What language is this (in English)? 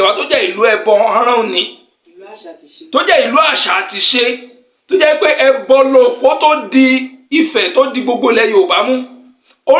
Yoruba